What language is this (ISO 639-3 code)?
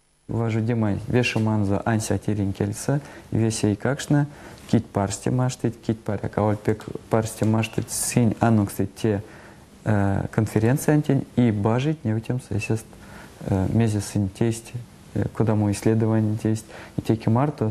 myv